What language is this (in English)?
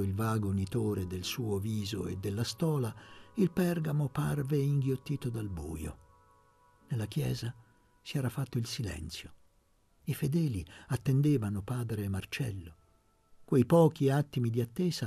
Italian